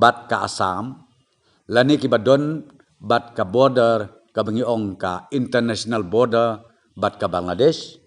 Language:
Khasi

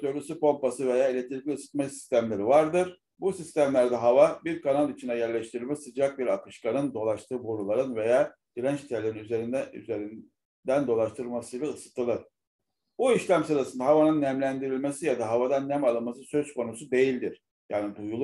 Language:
Turkish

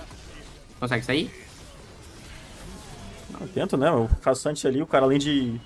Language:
Portuguese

